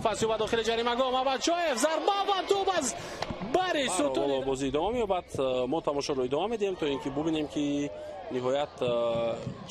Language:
Tajik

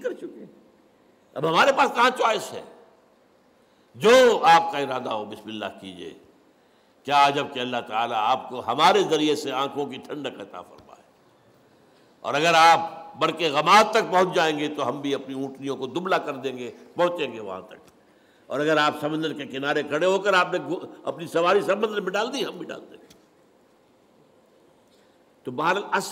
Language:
Urdu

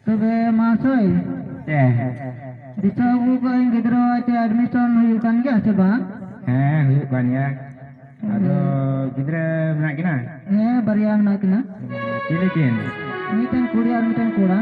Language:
Santali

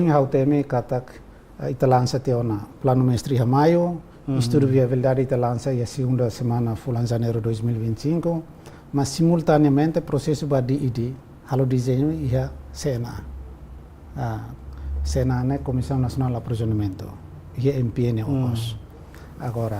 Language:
Tetum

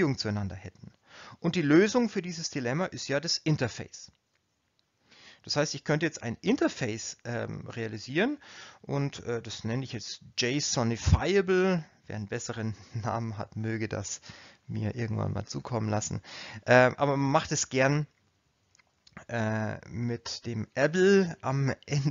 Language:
German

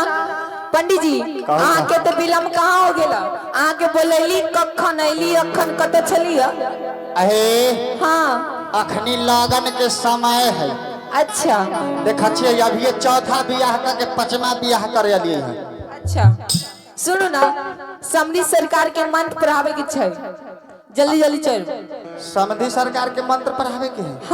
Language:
Maithili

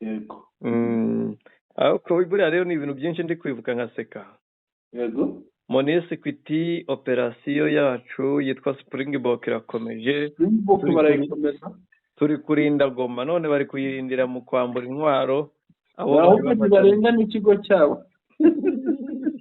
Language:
Kinyarwanda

